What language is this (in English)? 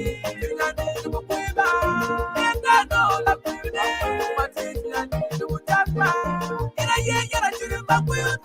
Acoli